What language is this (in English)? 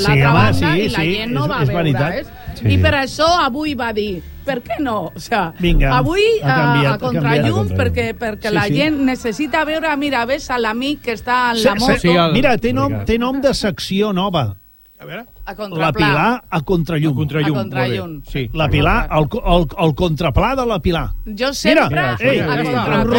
Catalan